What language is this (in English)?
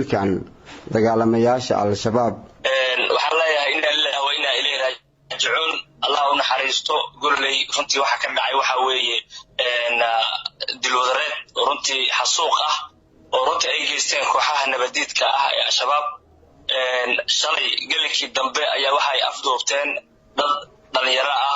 Somali